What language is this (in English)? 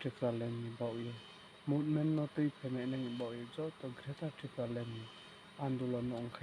Riang (India)